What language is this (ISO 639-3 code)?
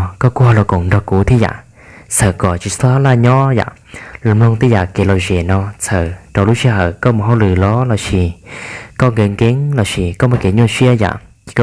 hmn